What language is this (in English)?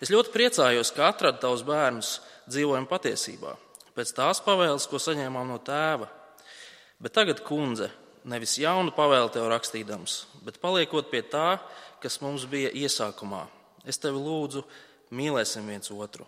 Latvian